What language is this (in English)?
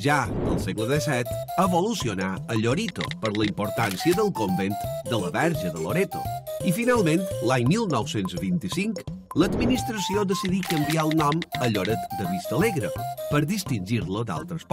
Catalan